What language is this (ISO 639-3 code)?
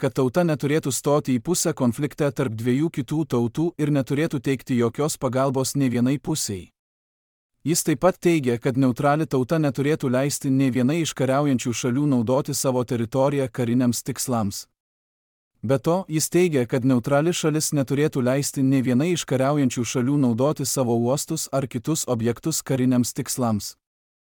lit